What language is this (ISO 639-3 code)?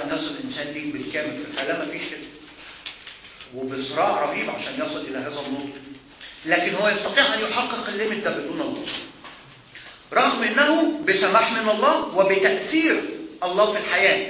arz